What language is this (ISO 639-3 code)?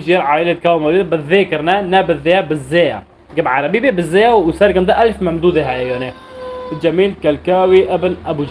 apc